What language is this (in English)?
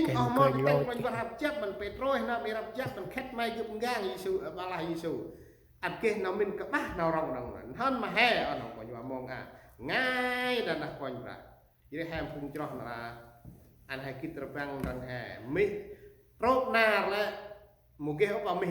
Central Mnong